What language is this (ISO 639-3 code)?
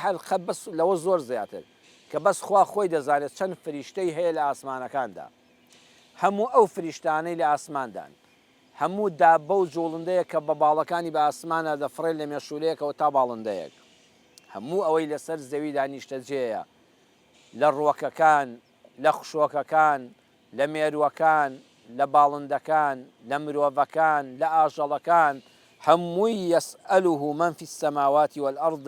ckb